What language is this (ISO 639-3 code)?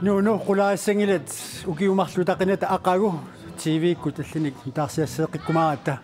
kal